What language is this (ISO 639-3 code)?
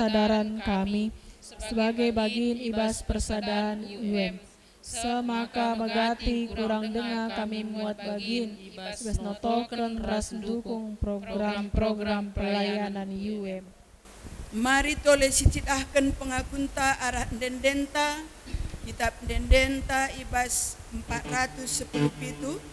btx